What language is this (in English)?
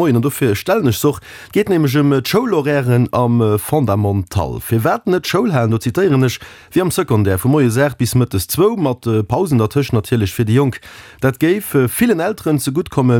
Luxembourgish